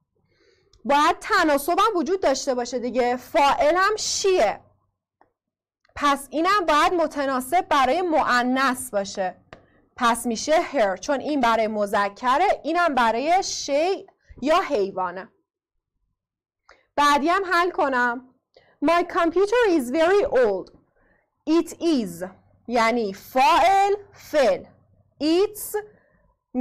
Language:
Persian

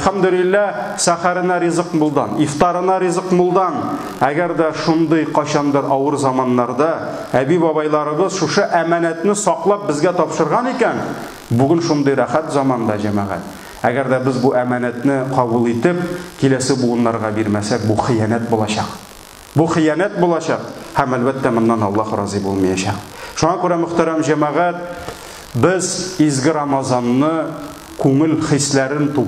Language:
Tatar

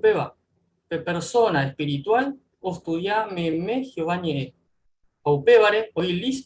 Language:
Guarani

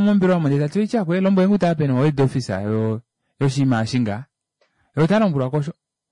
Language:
Kuanyama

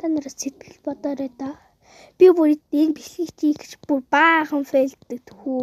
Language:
Mongolian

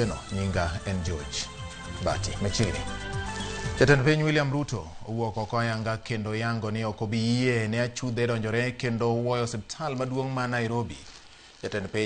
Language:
Luo (Kenya and Tanzania)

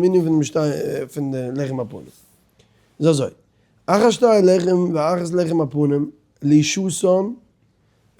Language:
Yiddish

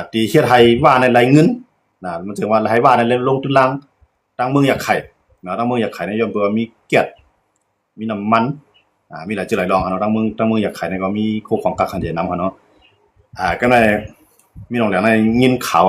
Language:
Shan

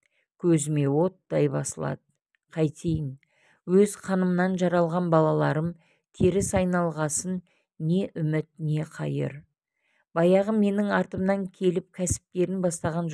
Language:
Kazakh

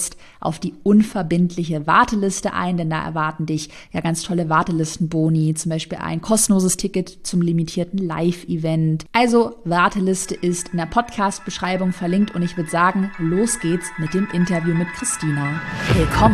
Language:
German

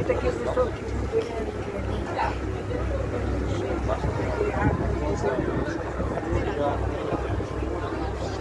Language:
Dutch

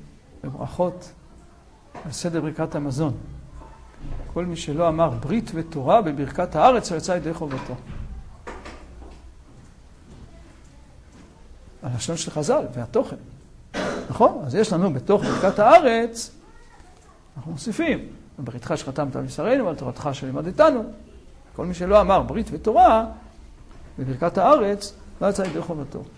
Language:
Hebrew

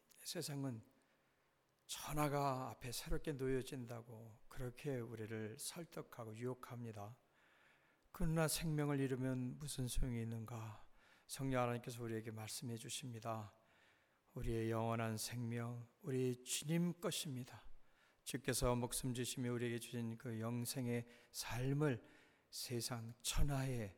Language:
Korean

